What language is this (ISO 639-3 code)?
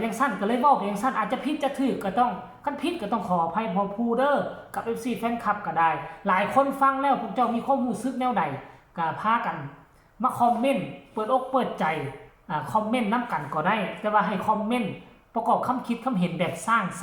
tts